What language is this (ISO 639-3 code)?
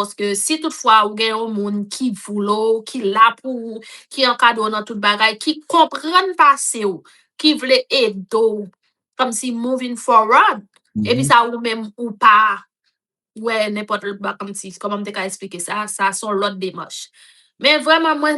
hat